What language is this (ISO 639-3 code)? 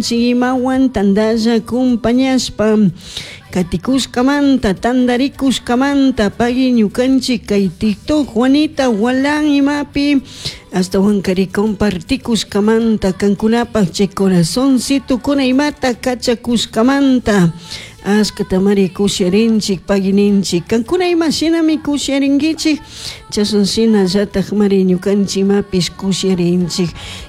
qug